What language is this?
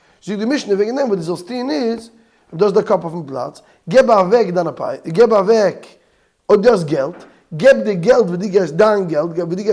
Yiddish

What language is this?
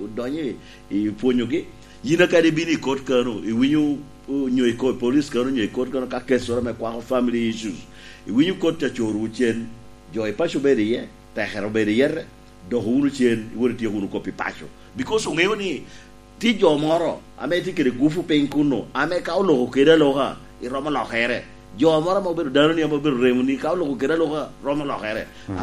Lango (Uganda)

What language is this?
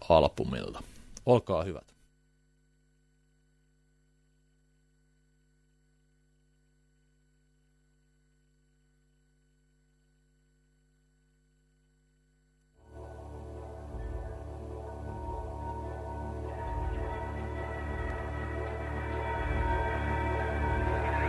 Finnish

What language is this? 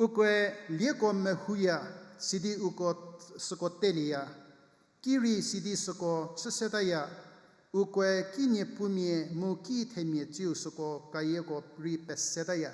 Angami Naga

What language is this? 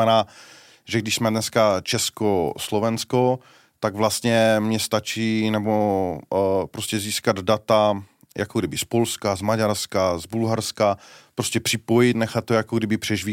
Czech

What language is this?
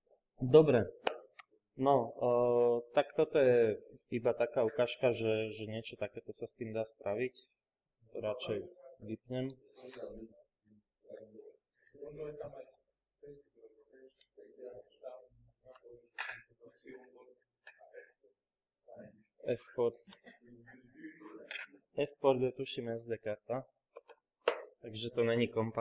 Slovak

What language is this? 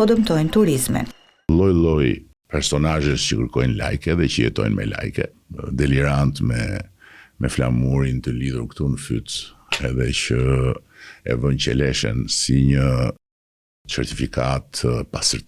Albanian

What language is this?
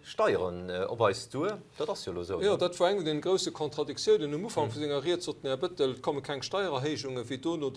Luxembourgish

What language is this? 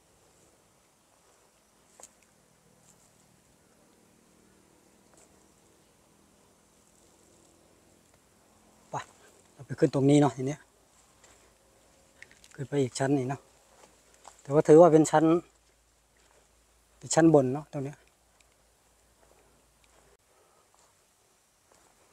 Thai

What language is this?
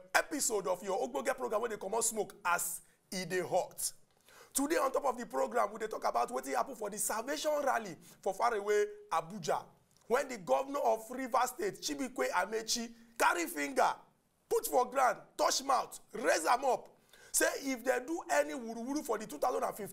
Nigerian Pidgin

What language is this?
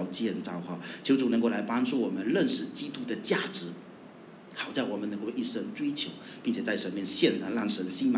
Chinese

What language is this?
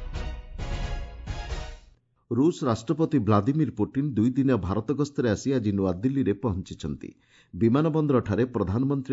Odia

